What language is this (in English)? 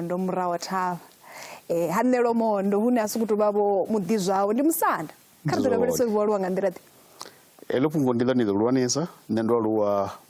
Venda